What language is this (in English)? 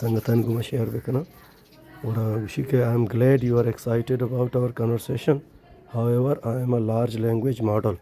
Baluchi